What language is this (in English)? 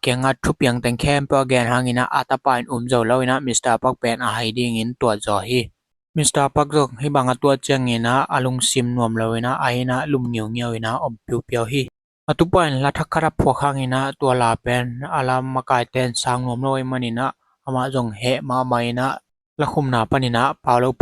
Tedim Chin